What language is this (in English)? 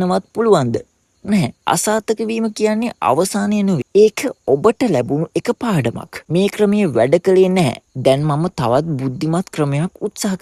Sinhala